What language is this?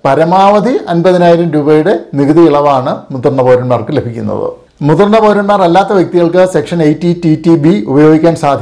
Malayalam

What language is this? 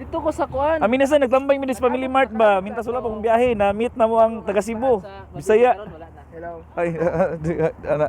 Cebuano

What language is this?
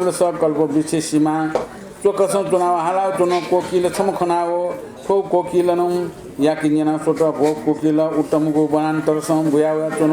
Newari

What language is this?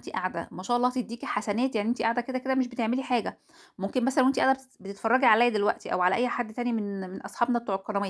Egyptian Arabic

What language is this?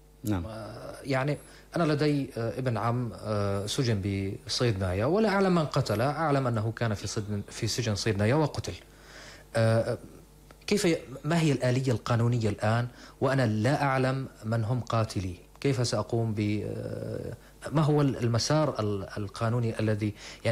North Levantine Arabic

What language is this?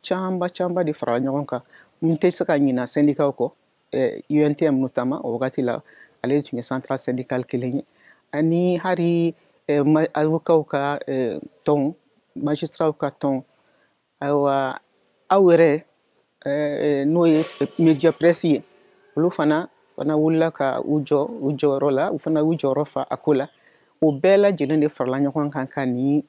Bambara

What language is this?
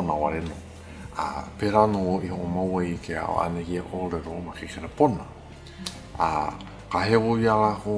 Hawaiian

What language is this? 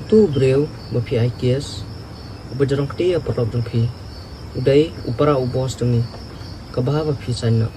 Khasi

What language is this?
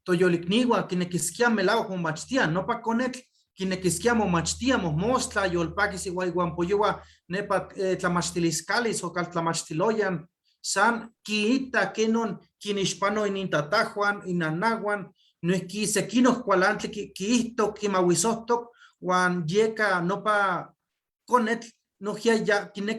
Eastern Huasteca Nahuatl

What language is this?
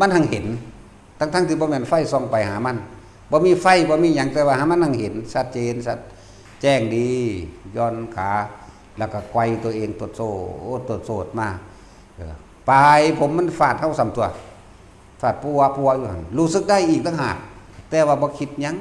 Northeastern Thai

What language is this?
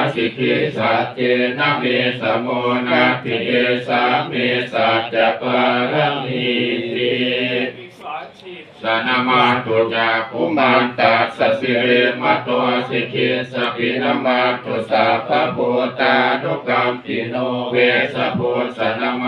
Pali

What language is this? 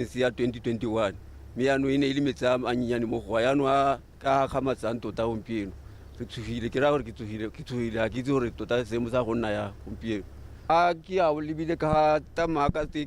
Tswana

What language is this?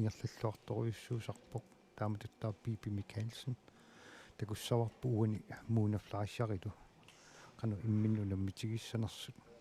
Kalaallisut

